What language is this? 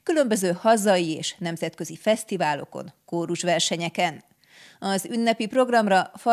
Hungarian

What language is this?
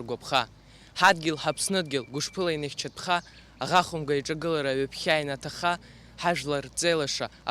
Abkhazian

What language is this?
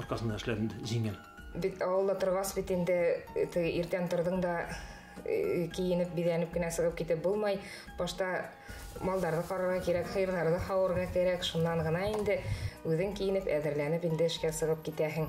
Bashkir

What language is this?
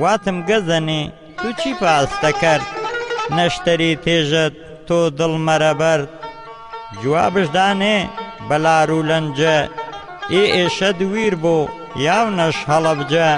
Gurani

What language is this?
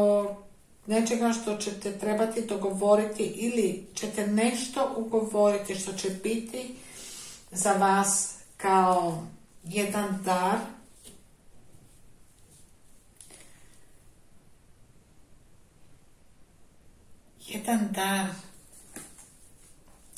Croatian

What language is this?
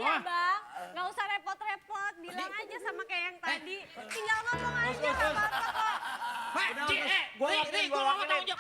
Betawi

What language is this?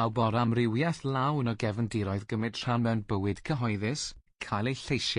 Welsh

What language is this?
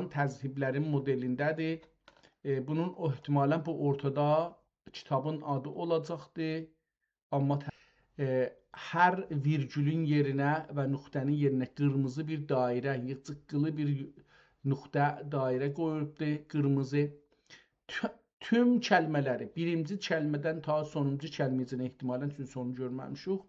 South Azerbaijani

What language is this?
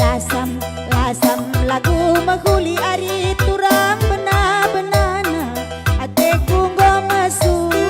Batak Karo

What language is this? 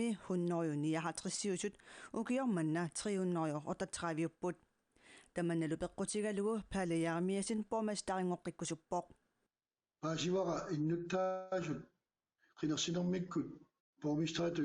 Kalaallisut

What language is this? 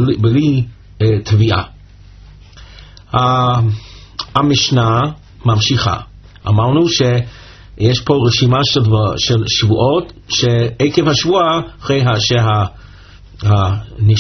Hebrew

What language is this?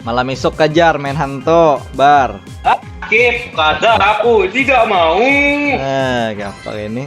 Banjar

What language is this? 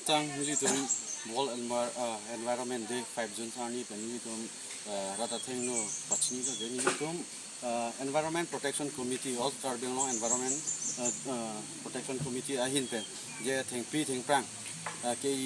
Karbi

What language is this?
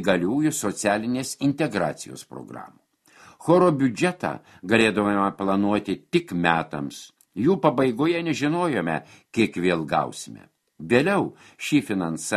Lithuanian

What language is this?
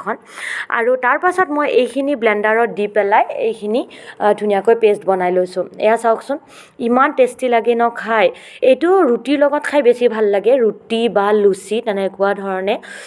Assamese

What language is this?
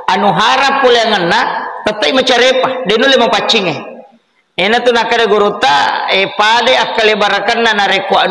Buginese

